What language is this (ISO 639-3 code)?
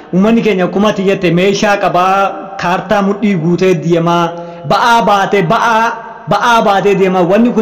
orm